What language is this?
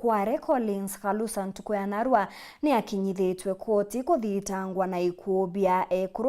Meru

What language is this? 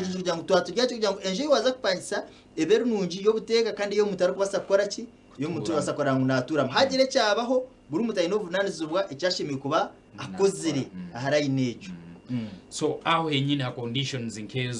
Nyankole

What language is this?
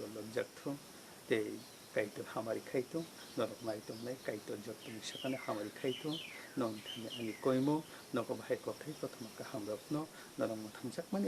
Kok Borok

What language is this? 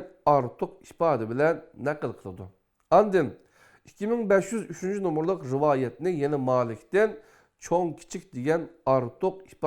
Uyghur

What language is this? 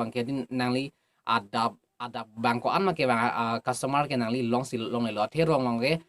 Karbi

